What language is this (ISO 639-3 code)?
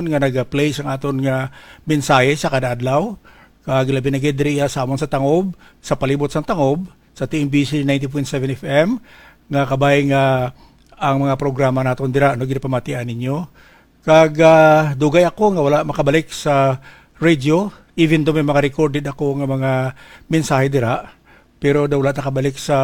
hil